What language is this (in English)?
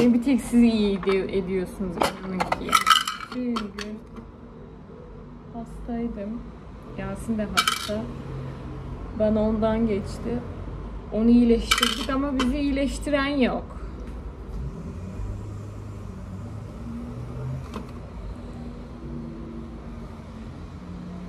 Turkish